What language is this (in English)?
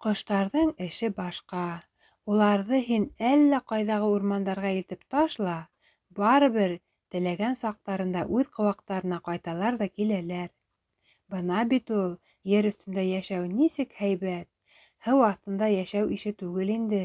Bashkir